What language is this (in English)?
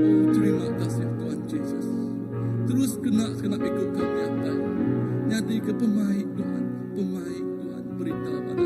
Iban